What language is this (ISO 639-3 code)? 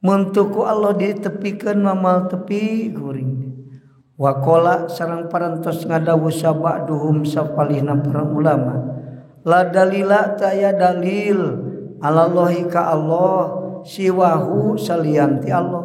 sun